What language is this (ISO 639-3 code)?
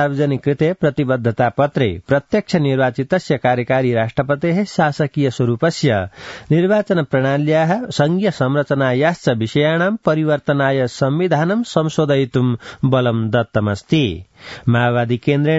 san